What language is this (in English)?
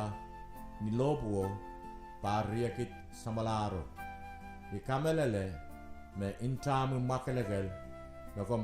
Pohnpeian